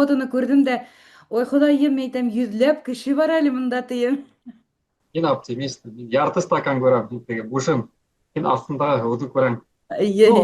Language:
Bashkir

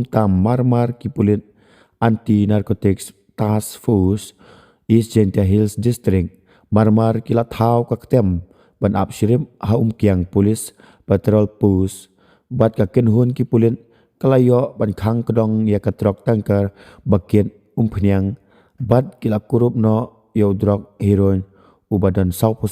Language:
Khasi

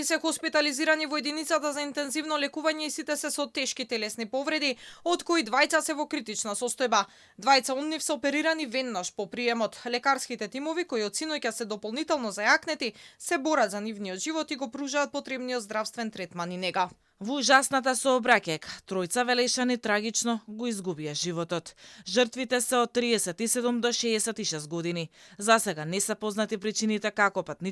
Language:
Macedonian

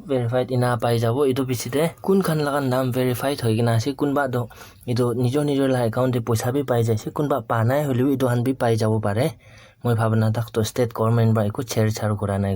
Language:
Naga Pidgin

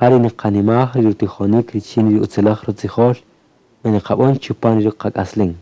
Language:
Kaqchikel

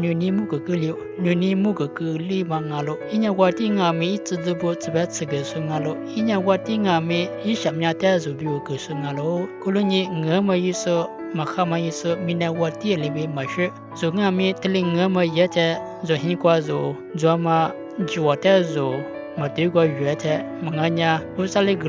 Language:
Lisu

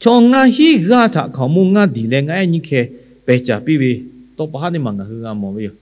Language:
Lahu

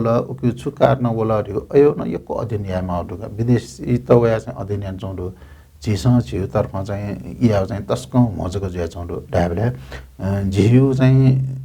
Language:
Newari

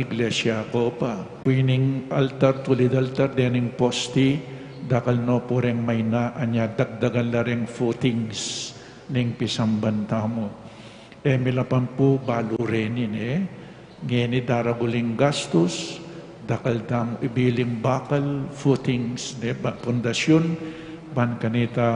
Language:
Pampanga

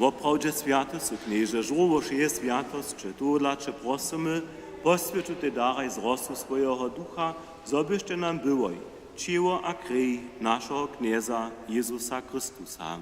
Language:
Upper Sorbian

